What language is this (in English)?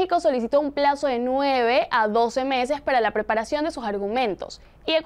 Spanish